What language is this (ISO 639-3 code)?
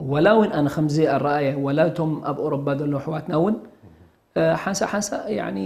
tir